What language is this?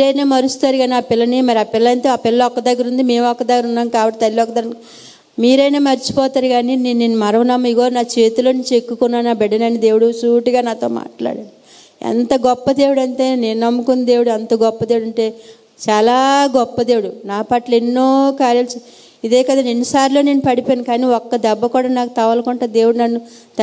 Telugu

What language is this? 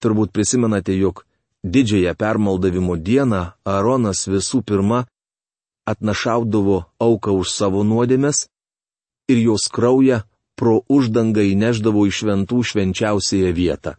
Lithuanian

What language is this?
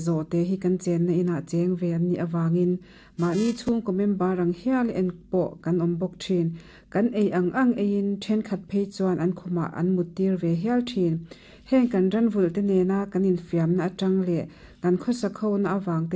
Mizo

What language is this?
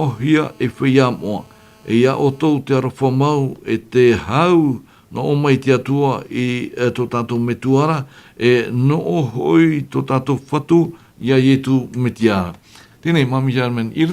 Tahitian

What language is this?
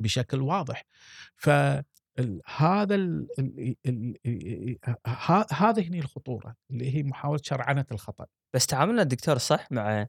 Gulf Arabic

